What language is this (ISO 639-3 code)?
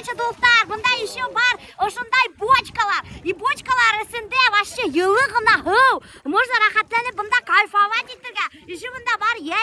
bak